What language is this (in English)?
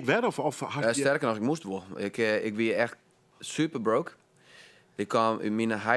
Western Frisian